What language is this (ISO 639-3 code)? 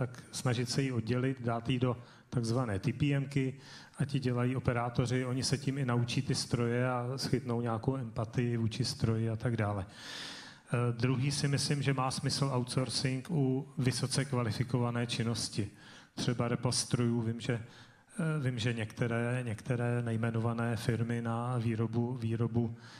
ces